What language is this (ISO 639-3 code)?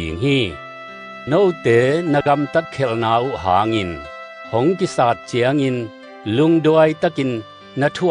ctd